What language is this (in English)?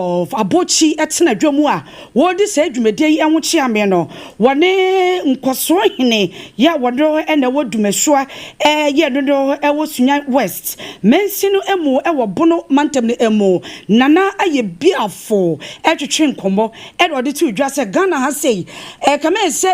Akan